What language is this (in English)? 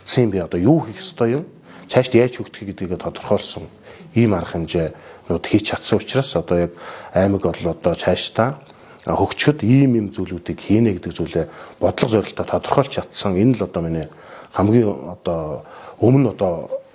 Mongolian